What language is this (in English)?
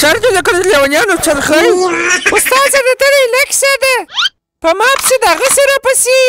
Pashto